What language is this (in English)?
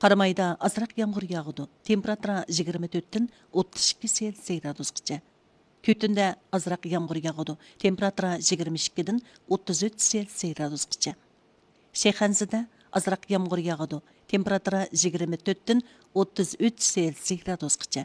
Uyghur